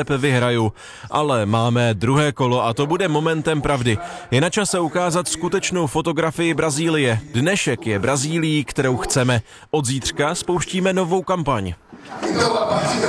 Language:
Czech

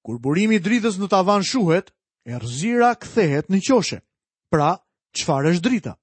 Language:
Albanian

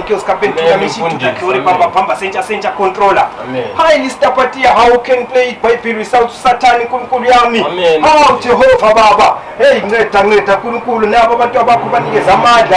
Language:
Zulu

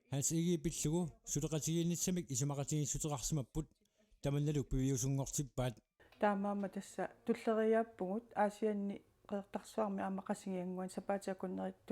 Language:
Kalaallisut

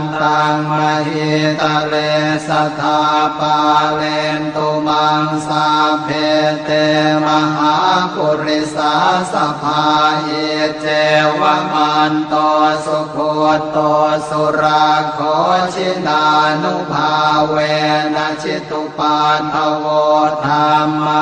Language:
Pali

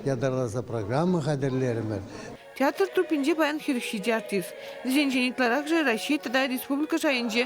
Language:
Chuvash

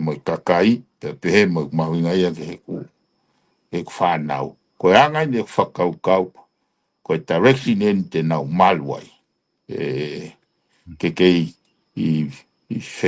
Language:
Tongan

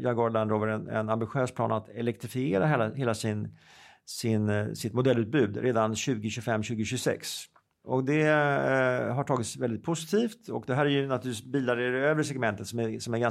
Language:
Swedish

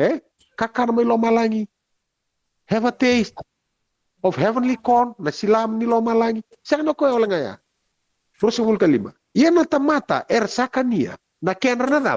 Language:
Fijian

